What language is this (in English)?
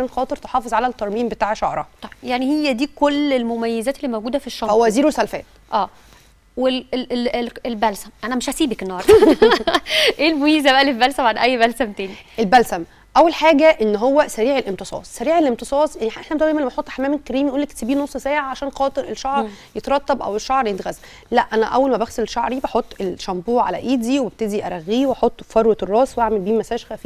Egyptian Arabic